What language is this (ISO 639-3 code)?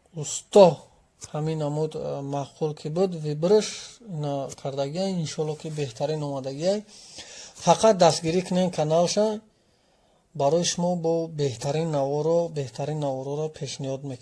tgk